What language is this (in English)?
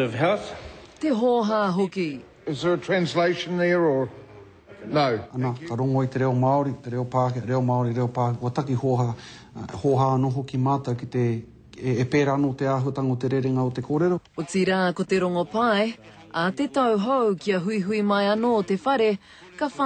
Māori